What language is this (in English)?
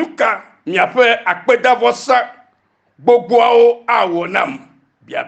Ewe